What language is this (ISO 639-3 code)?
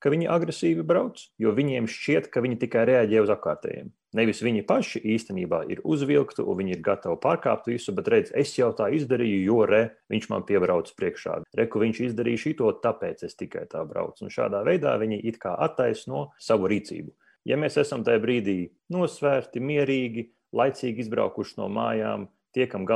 lav